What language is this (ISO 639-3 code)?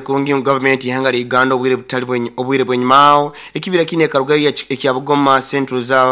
nyo